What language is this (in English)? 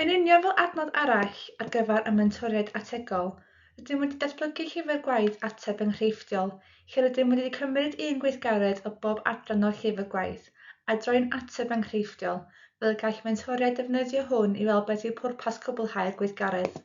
Welsh